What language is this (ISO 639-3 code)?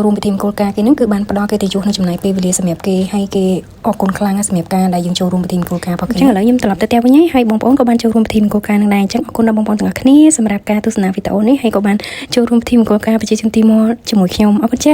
khm